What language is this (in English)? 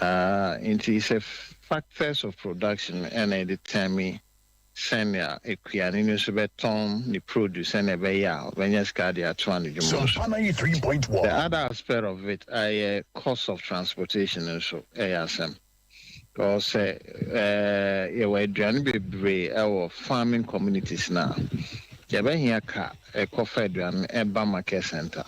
Akan